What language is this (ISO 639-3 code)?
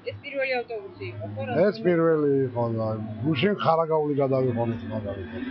kat